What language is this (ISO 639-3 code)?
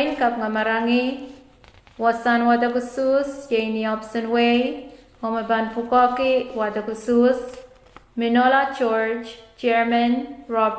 pon